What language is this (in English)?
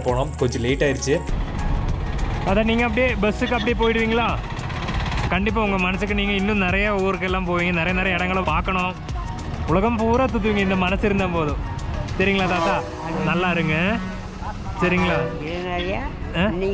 Tamil